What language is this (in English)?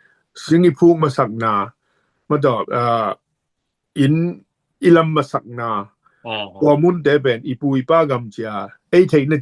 Tedim Chin